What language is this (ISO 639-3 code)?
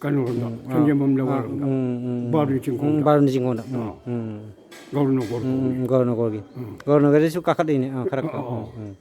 mni